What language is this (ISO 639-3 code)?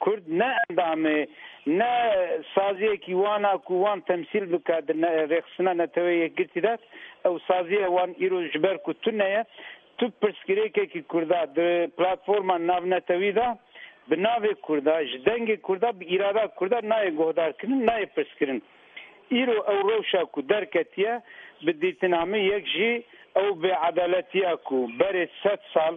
kur